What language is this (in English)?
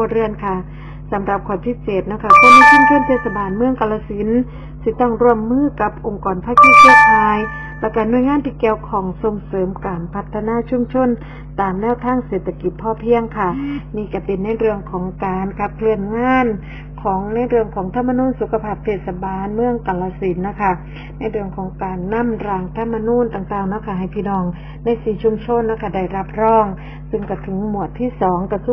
Thai